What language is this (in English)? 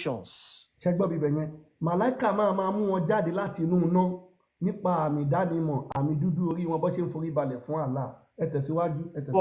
Yoruba